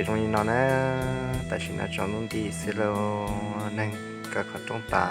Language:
Hmong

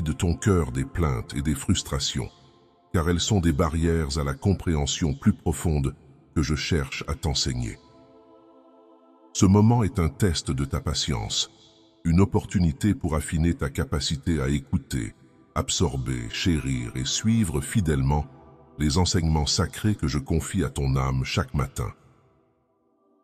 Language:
French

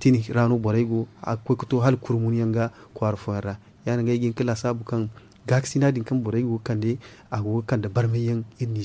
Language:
Zarma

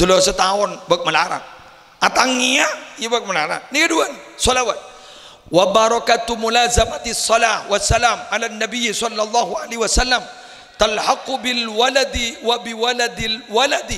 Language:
Madurese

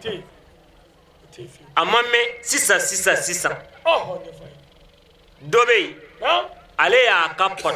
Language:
Bambara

